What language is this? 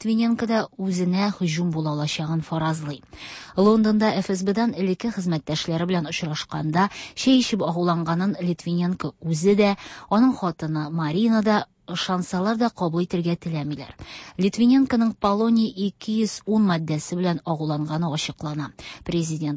Tatar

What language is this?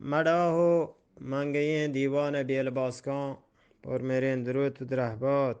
Eastern Balochi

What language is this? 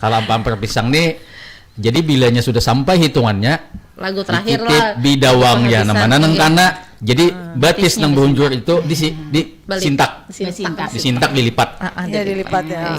Banjar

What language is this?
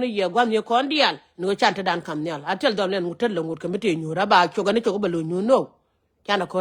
Nuer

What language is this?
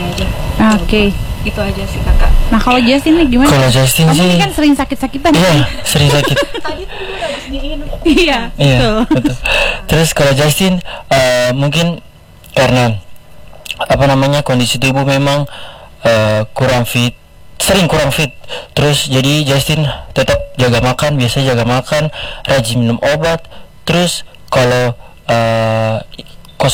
Indonesian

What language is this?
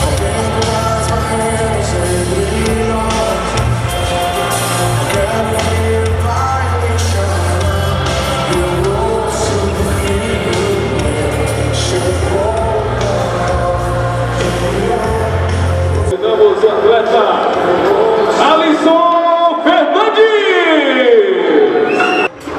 Portuguese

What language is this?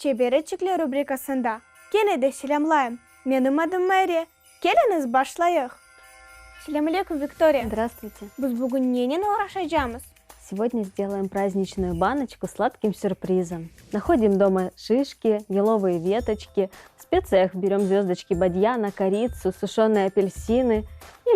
Crimean Tatar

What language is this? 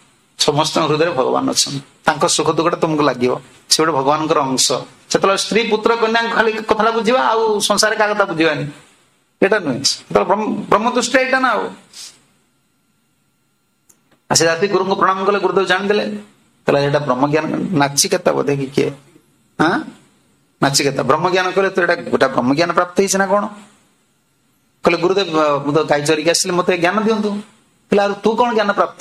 Odia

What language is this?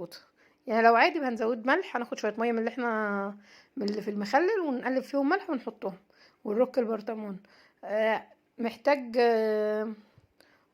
Egyptian Arabic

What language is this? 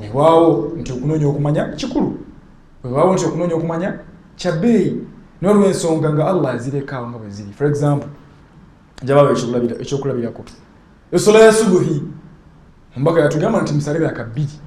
Ganda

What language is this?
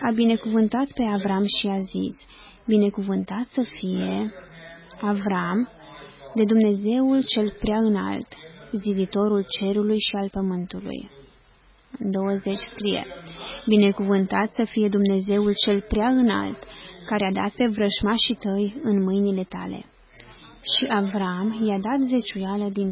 Romanian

